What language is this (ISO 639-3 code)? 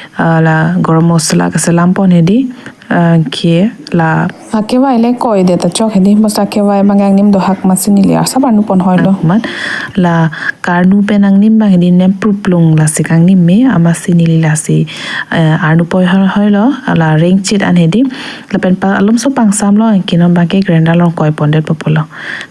mjw